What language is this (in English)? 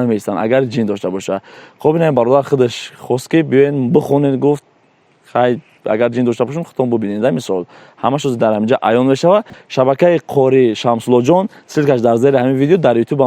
Tajik